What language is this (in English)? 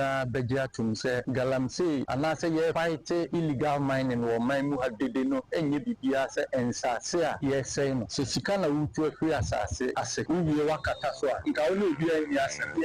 Akan